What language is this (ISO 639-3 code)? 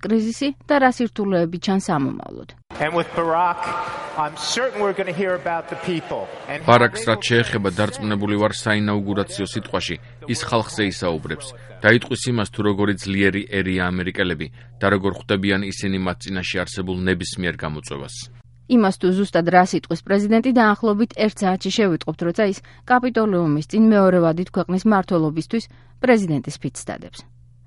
kat